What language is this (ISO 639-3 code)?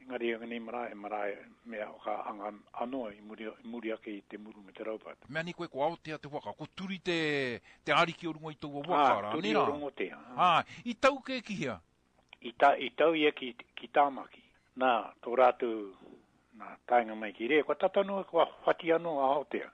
mri